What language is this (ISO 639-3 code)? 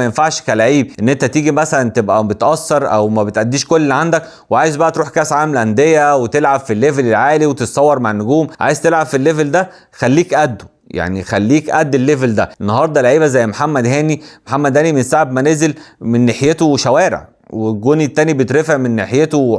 arz